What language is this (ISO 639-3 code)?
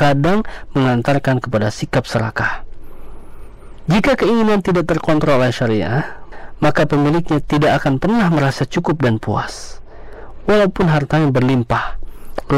ind